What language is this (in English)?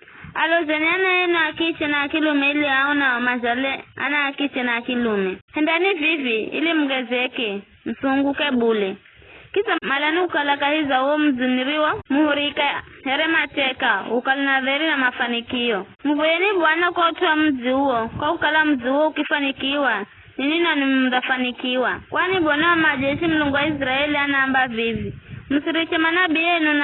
Giryama